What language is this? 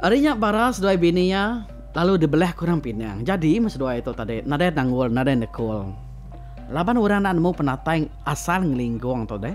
Iban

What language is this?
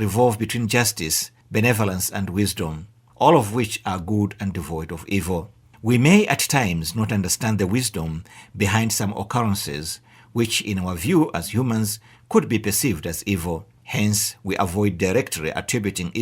English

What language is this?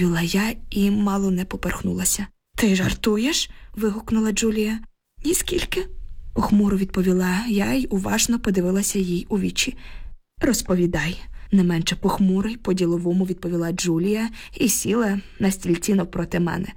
Ukrainian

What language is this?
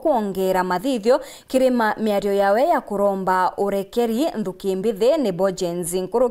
Meru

